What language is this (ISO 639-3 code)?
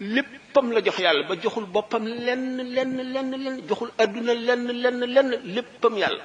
wol